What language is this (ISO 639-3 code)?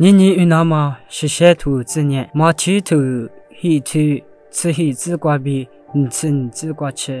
lis